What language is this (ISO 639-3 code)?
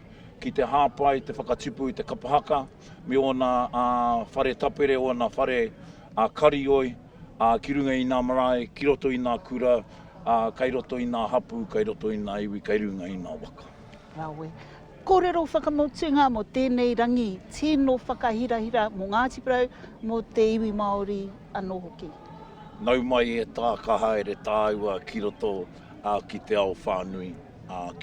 mri